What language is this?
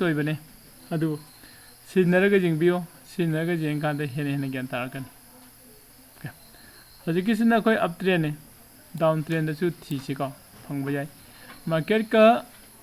Manipuri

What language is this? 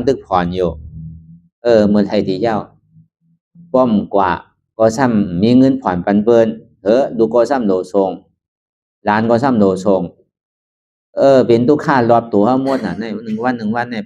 Shan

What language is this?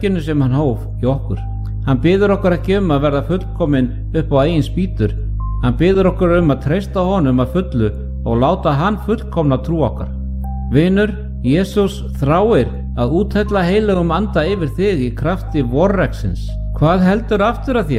Icelandic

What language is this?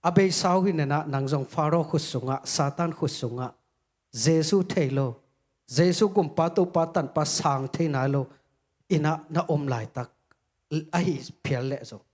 Tedim Chin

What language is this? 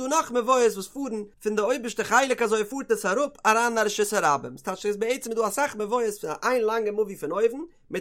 Yiddish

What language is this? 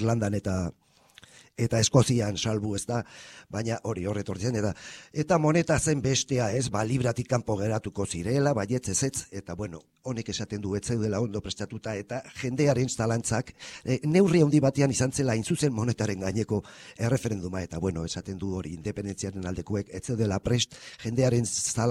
Basque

